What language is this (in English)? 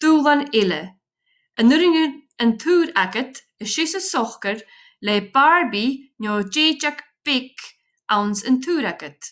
Scottish Gaelic